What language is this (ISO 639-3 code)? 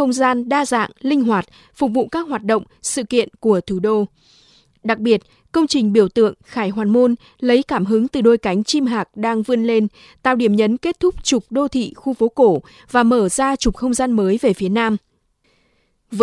vie